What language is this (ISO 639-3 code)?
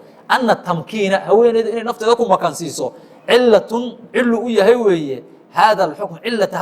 som